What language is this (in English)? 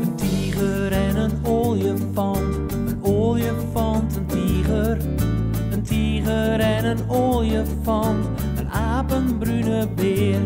Western Frisian